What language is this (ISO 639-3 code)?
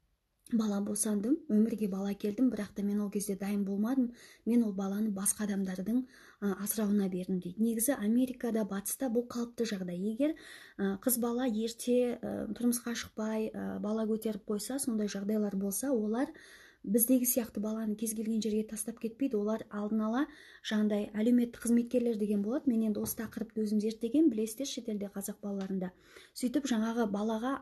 kaz